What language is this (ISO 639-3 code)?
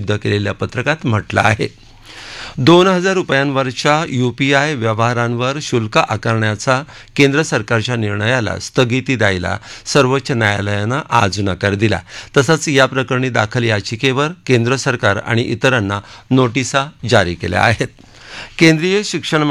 mar